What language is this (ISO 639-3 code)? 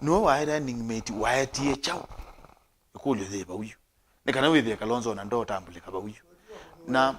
kam